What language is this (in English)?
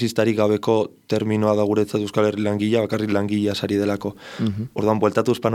Basque